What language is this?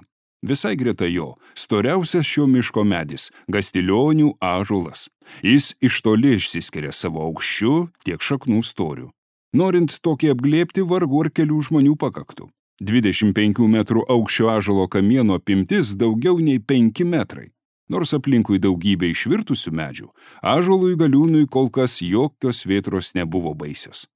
Lithuanian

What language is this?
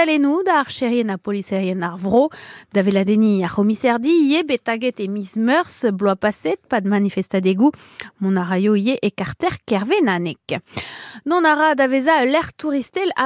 Breton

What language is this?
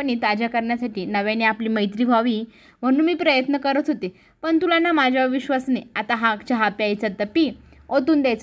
Marathi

